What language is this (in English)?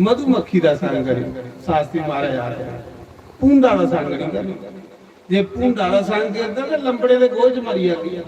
Dogri